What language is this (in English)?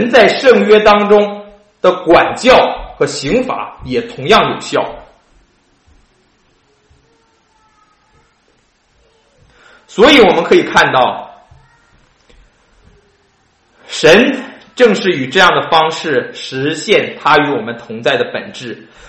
Chinese